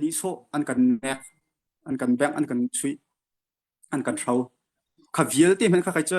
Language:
Hakha Chin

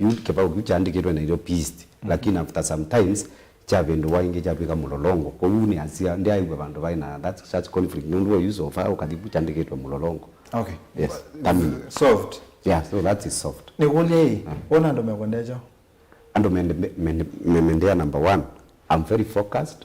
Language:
Kamba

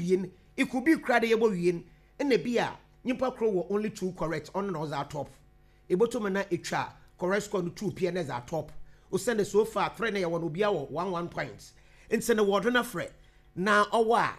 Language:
Akan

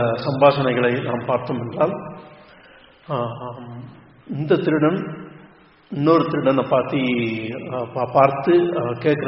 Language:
Tamil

